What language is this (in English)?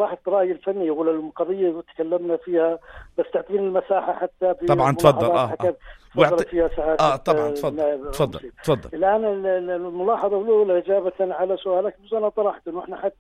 North Levantine Arabic